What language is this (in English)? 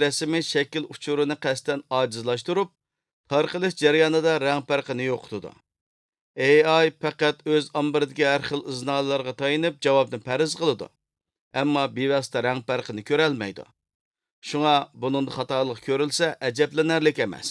Uyghur